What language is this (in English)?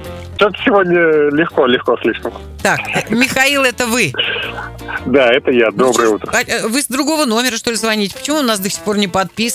Russian